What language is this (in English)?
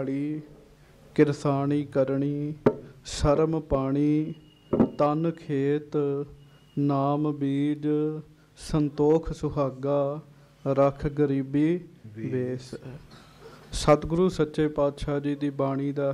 Punjabi